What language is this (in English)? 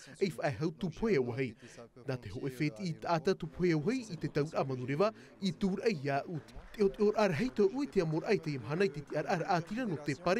Tahitian